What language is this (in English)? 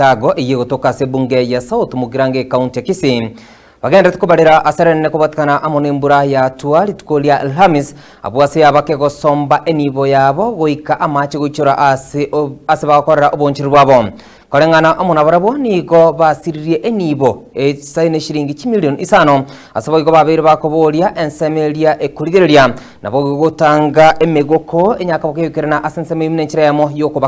Gusii